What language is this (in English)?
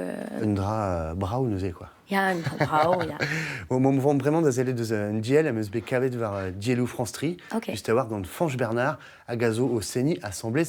Breton